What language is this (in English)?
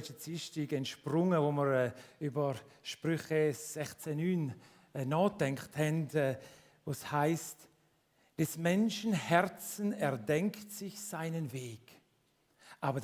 Swiss German